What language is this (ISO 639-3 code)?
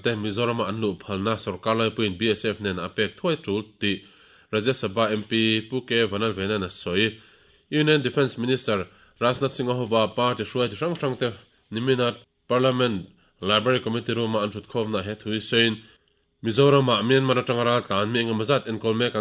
lus